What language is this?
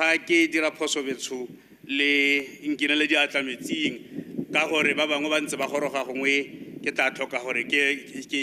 Tswana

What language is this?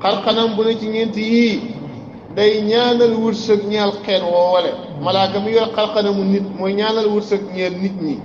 Wolof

